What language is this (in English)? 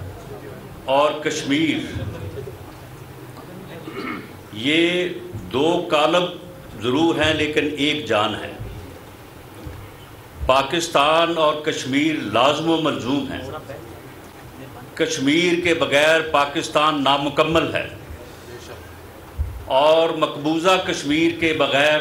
Urdu